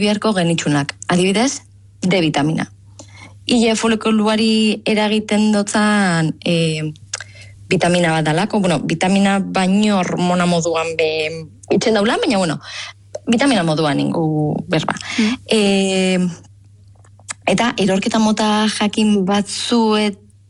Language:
Basque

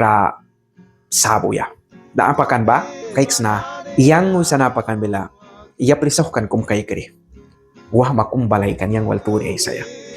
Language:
Mískito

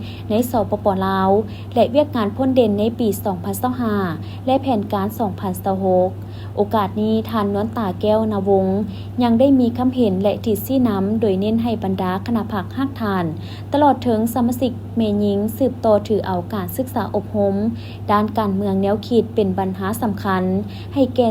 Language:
Lao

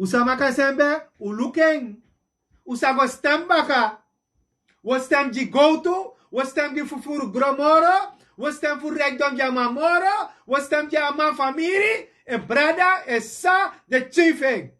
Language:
Sranan Tongo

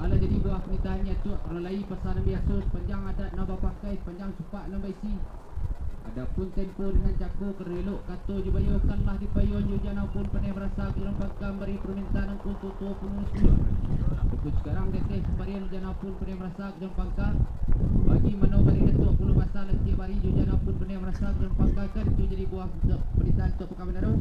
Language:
Minangkabau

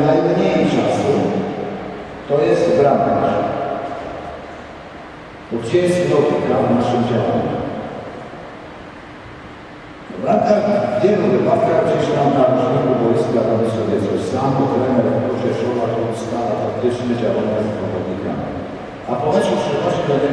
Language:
Polish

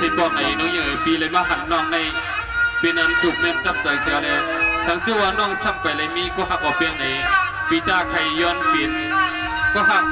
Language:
Shan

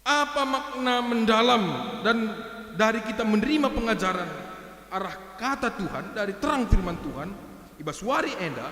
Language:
Batak Karo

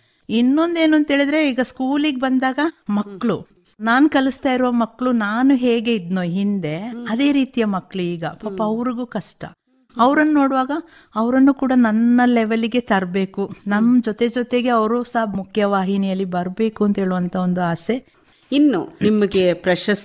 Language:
Kannada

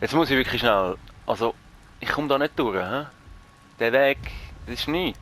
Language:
Swiss German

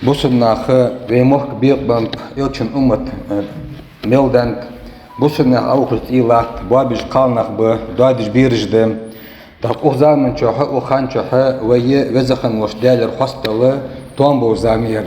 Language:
Ingush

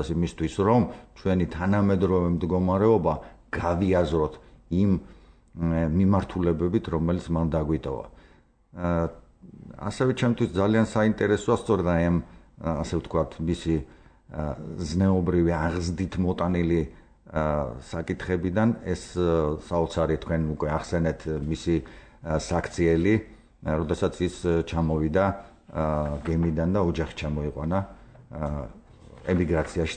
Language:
Georgian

